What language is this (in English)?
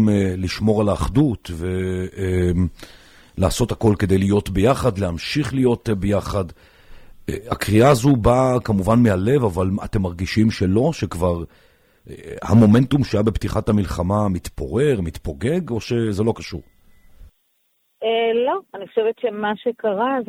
Hebrew